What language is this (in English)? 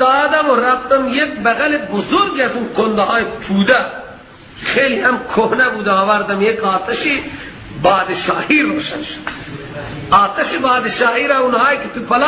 Persian